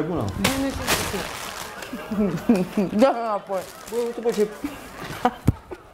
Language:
Romanian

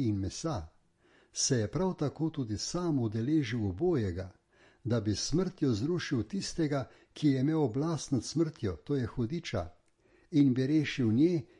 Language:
Slovenian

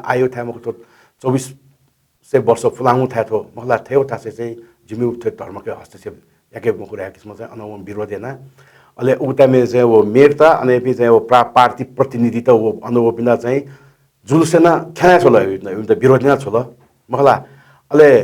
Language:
Newari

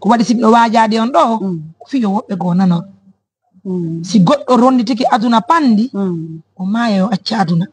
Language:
Fula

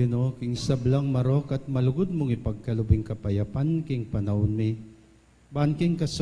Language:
Pampanga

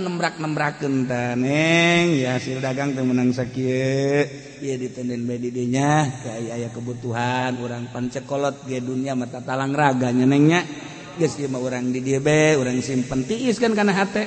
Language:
Sundanese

